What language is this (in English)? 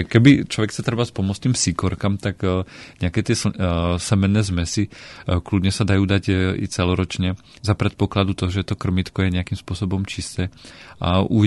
Slovak